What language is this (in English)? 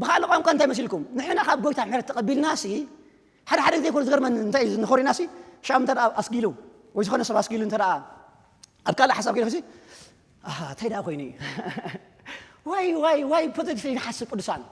Tigrinya